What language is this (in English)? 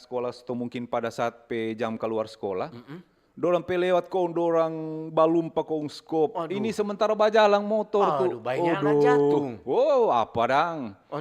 Manado Malay